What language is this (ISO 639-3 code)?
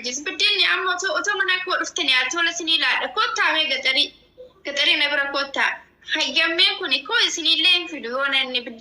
orm